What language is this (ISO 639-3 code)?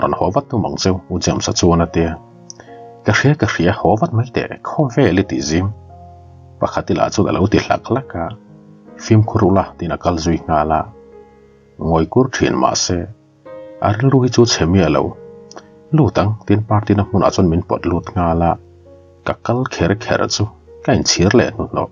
lus